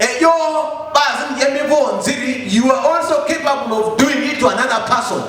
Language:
Lugbara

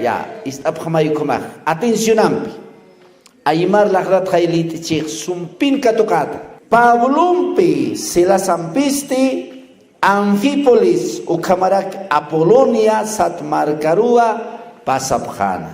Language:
Aymara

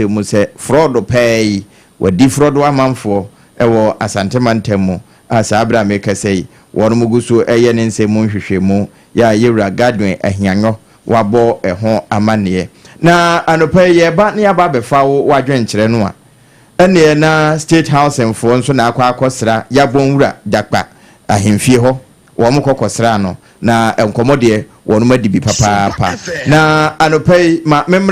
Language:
Akan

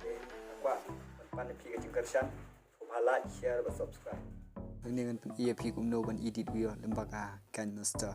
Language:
Khasi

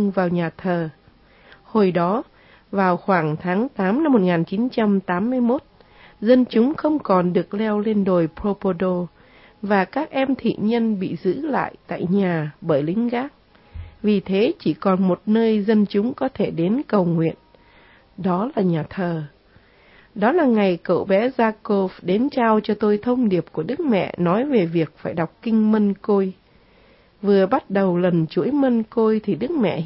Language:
Vietnamese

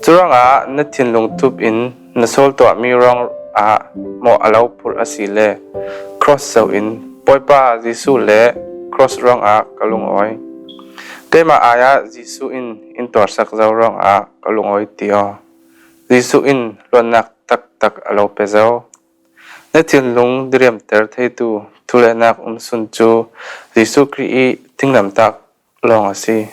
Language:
Falam Chin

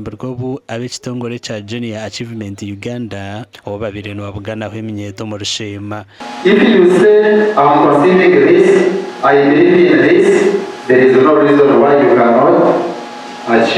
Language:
Nyankole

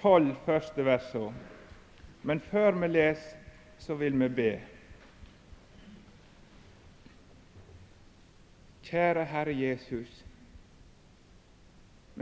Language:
Norwegian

